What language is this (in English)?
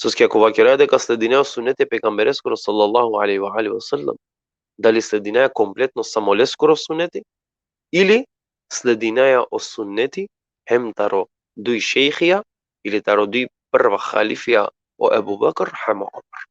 Balkan Romani